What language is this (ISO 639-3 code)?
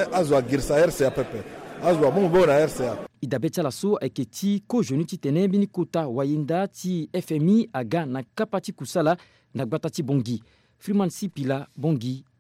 sag